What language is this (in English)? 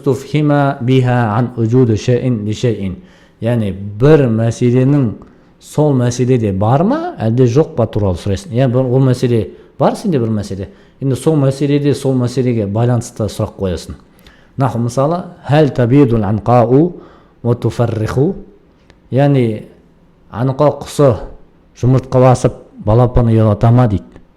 Kazakh